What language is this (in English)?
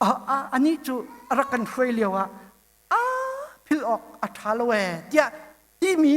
Hakha Chin